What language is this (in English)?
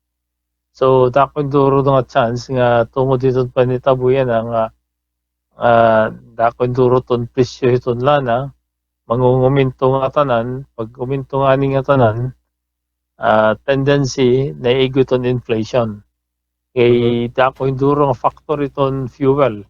Waray